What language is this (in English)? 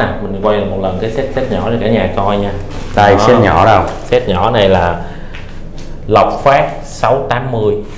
Vietnamese